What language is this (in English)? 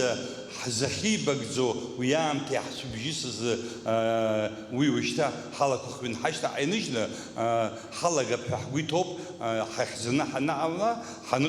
Abkhazian